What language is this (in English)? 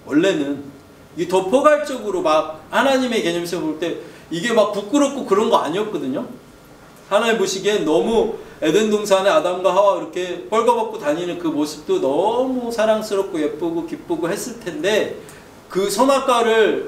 Korean